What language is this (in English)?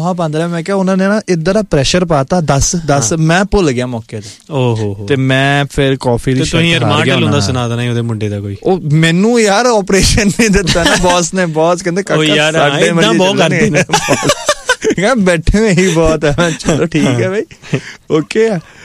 Punjabi